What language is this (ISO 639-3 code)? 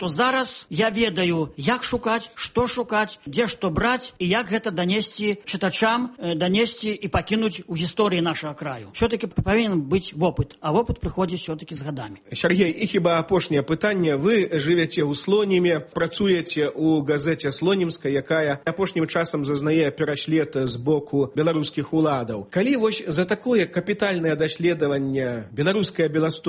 bel